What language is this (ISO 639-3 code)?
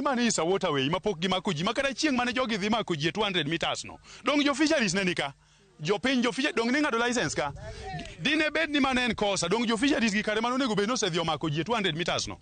luo